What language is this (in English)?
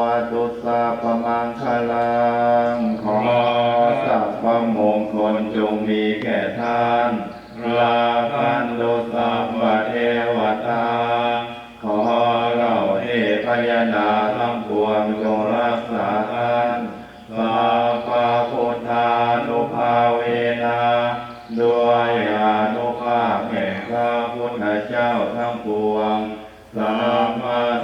Pali